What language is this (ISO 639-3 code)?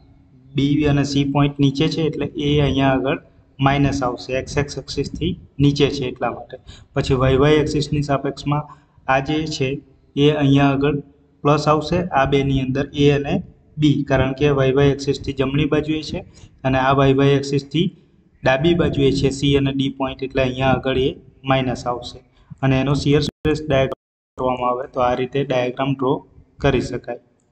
guj